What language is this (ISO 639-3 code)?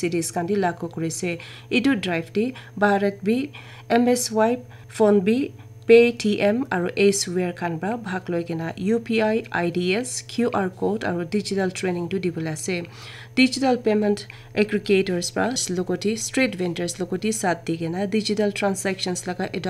nag